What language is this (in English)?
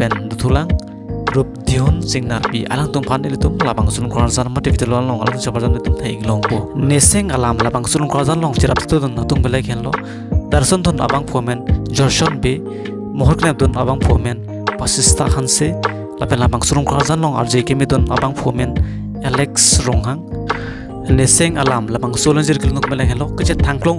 Karbi